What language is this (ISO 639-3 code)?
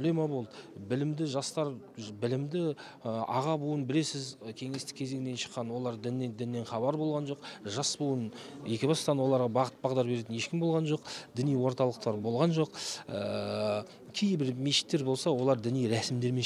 kaz